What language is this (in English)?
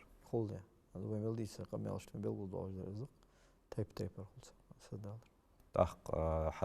Ingush